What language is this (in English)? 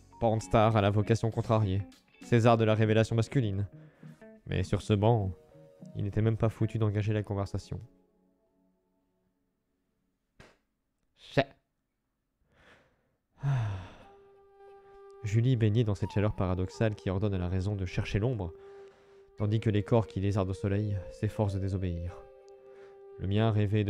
French